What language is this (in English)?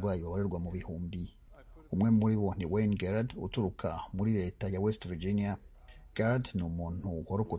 Kinyarwanda